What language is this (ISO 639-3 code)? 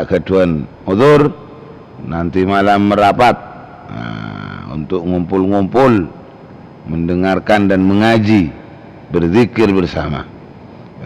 mad